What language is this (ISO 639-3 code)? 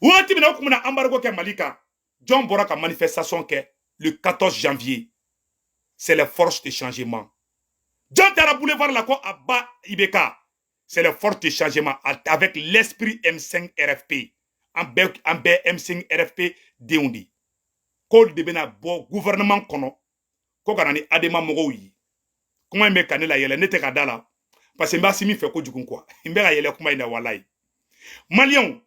bam